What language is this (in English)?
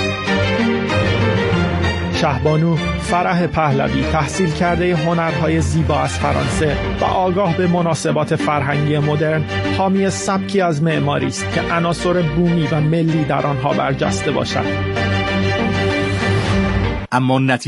Persian